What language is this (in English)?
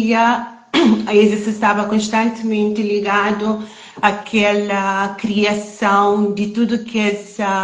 Kabuverdianu